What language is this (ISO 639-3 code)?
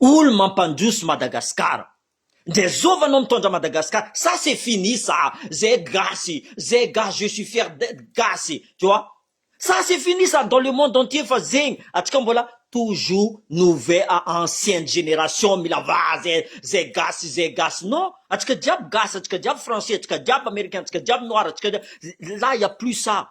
mlg